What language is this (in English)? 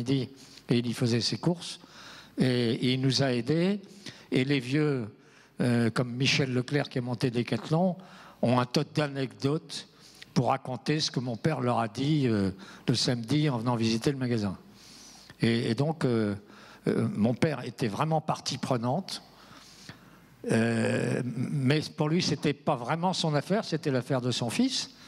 French